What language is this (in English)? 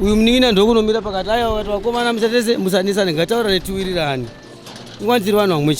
Shona